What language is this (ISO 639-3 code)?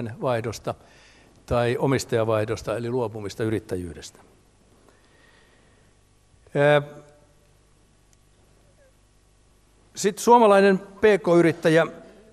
fin